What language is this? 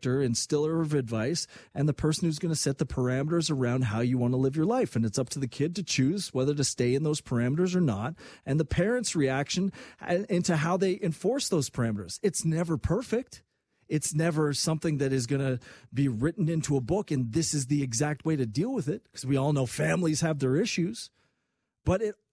English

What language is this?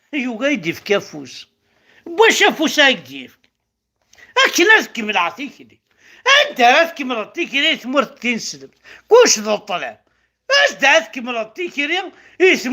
Kabyle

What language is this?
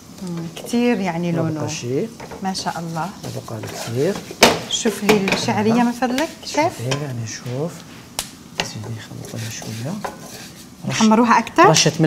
Algerian Arabic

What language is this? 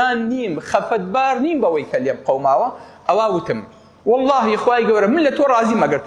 Central Kurdish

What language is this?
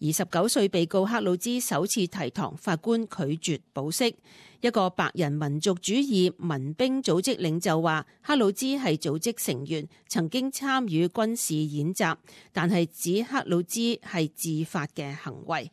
Cantonese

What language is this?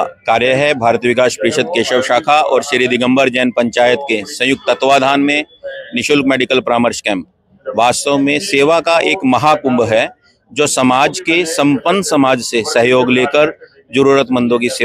Hindi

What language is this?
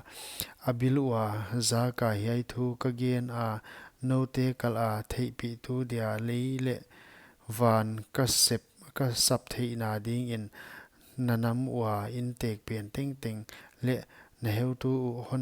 Paite Chin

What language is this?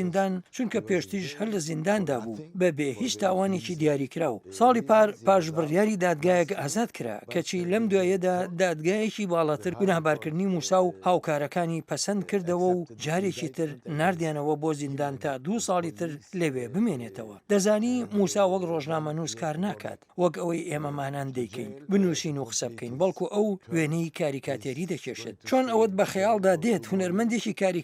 Central Kurdish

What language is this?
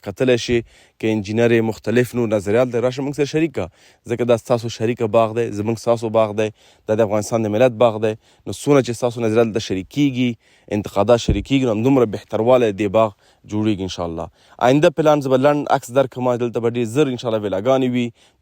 Pashto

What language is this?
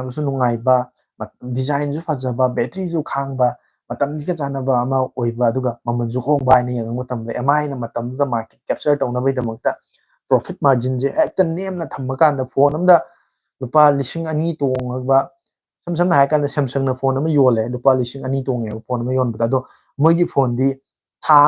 Manipuri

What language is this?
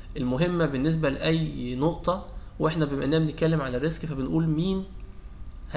Egyptian Arabic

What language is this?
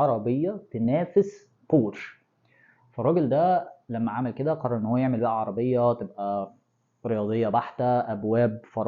Egyptian Arabic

